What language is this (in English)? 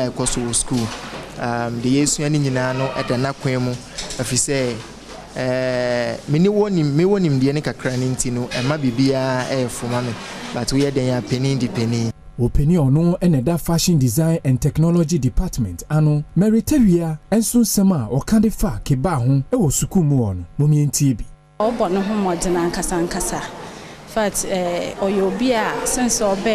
Akan